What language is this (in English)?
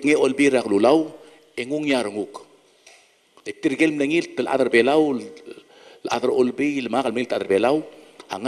Palauan